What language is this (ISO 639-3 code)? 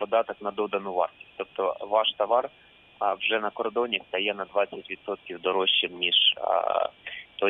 ukr